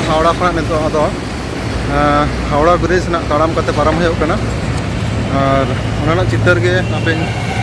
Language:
Santali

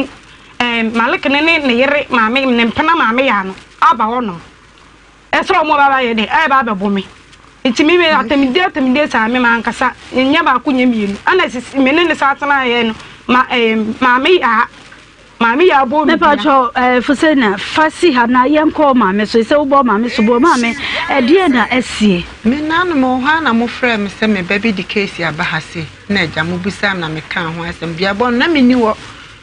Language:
Akan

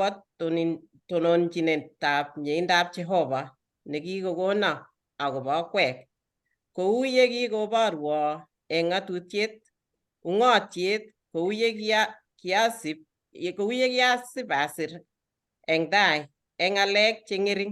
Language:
Kalenjin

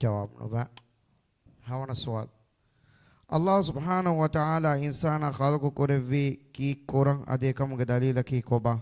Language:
Divehi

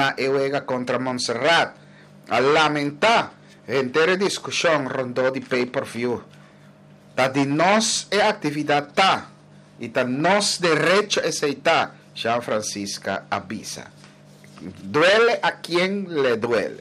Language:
Papiamento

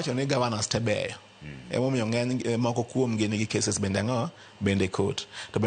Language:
Luo (Kenya and Tanzania)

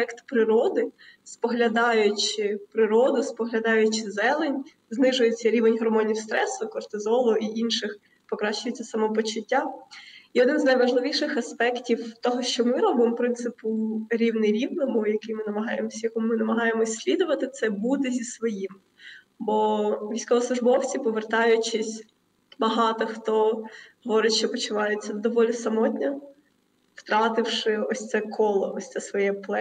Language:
Ukrainian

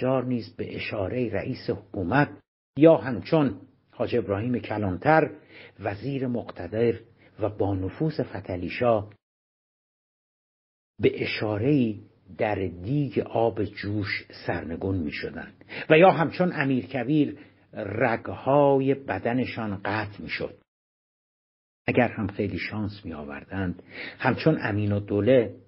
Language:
Persian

